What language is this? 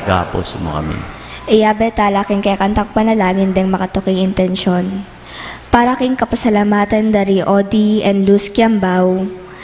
Pampanga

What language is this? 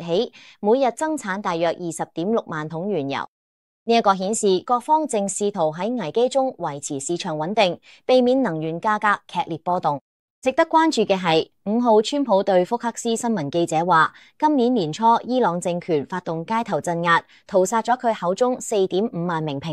Cantonese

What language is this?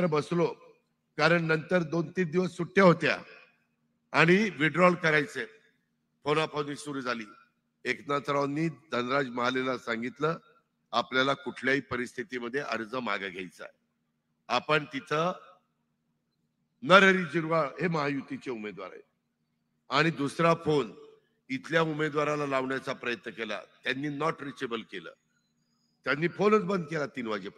Marathi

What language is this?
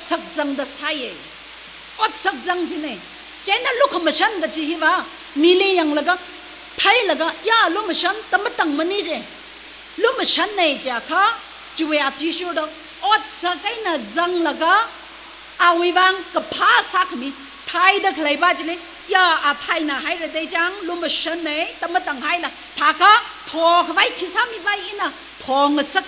Tangkhul Naga (India)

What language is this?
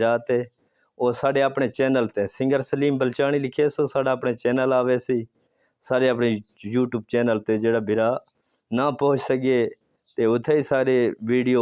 Saraiki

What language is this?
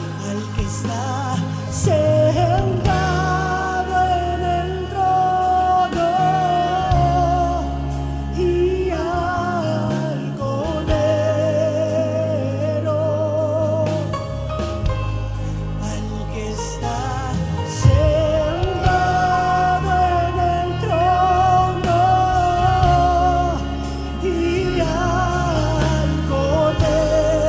Spanish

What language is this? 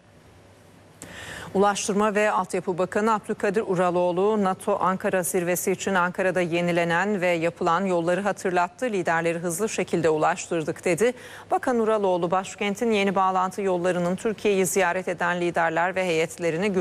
Turkish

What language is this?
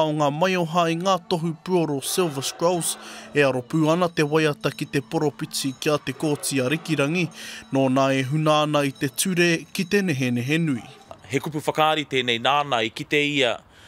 Māori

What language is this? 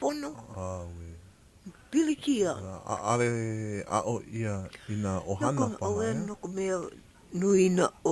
Hawaiian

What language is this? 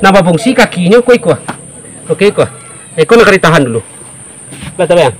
Minangkabau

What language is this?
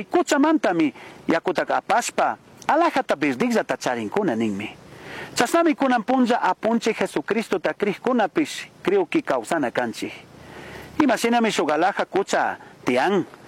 Chimborazo Highland Quichua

